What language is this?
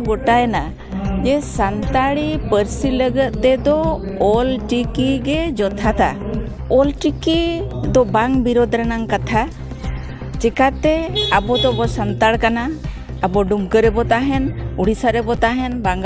Santali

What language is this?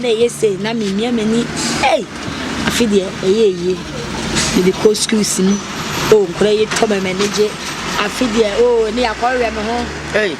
Akan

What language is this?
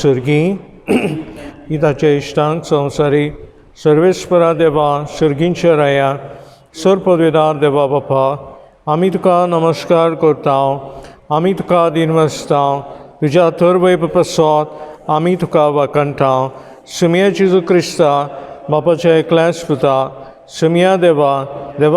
Konkani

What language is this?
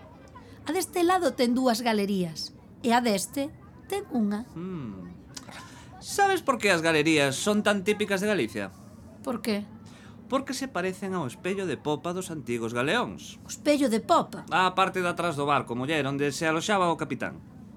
Galician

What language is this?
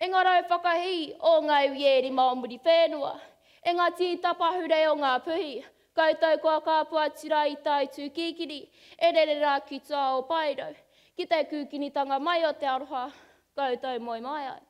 Māori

